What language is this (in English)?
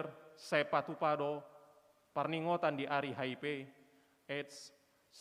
Batak Toba